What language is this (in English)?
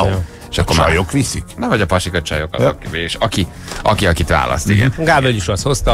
Hungarian